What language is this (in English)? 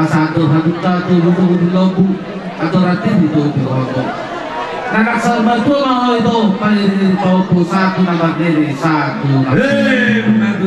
Batak Toba